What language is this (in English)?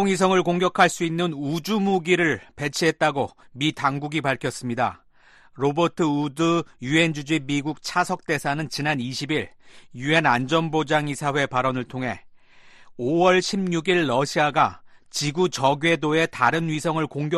Korean